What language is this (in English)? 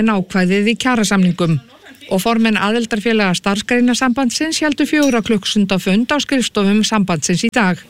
Icelandic